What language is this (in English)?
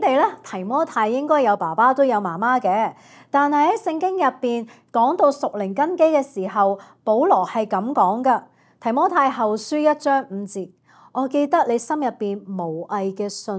Cantonese